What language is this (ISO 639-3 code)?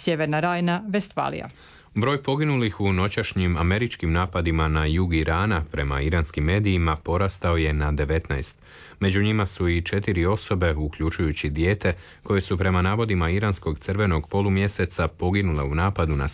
hrv